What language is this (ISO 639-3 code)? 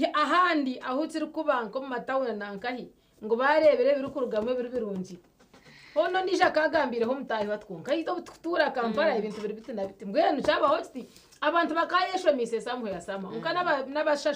nyn